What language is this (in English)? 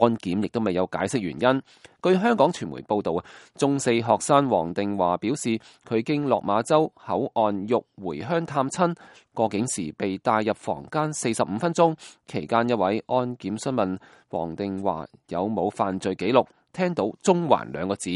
Cantonese